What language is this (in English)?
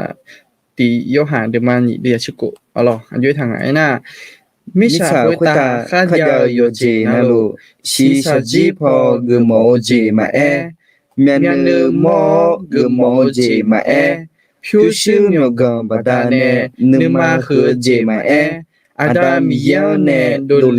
Akha